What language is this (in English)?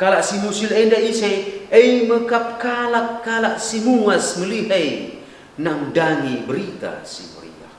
Batak Karo